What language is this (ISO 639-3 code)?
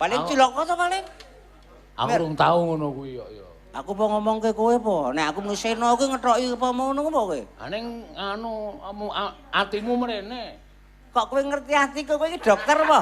jav